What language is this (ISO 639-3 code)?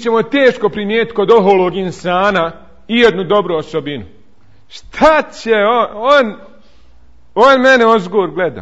bos